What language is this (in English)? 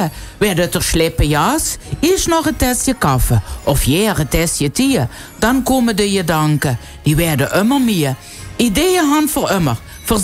Limburgish